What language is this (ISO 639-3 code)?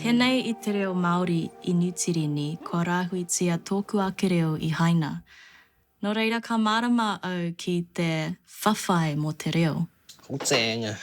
mri